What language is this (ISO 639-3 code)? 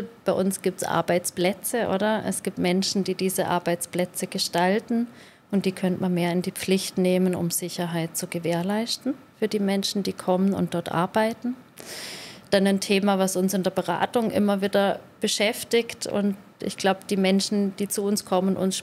gsw